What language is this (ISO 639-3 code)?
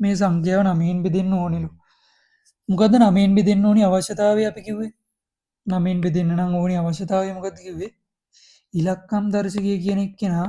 sin